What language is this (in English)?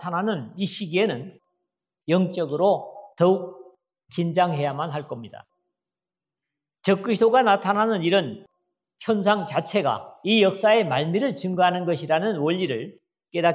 Korean